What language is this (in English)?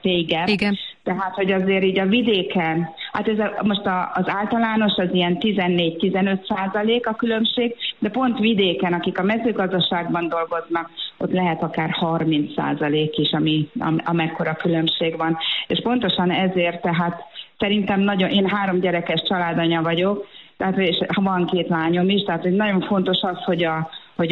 Hungarian